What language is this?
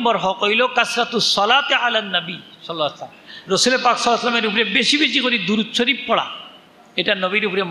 Sylheti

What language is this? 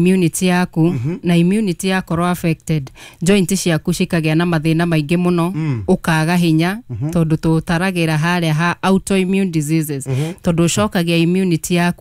Kikuyu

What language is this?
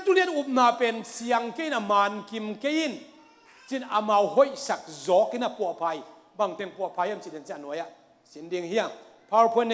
Tedim Chin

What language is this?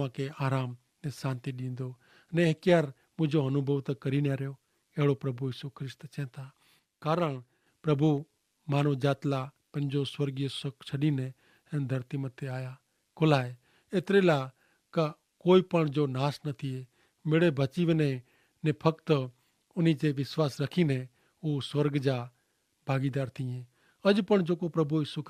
Kachhi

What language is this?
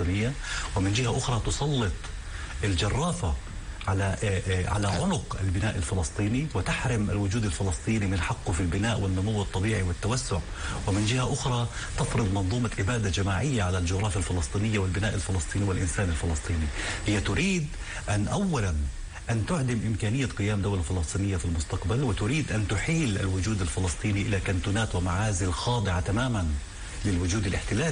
Arabic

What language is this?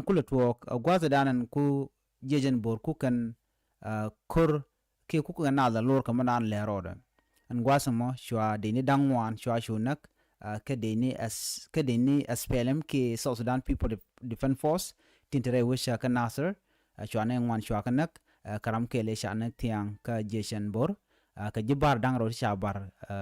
Nuer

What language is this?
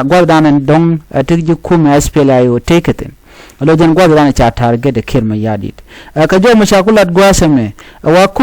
Nuer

